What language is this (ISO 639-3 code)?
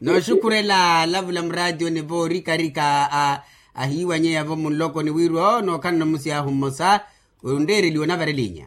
vmw